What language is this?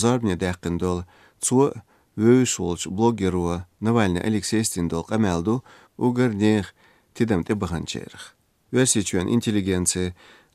Chechen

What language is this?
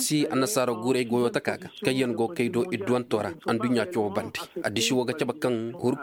Koyraboro Senni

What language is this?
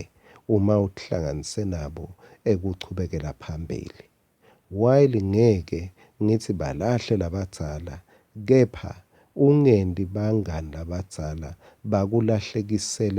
Swati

